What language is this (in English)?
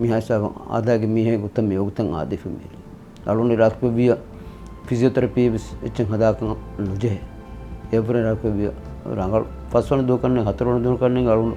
Divehi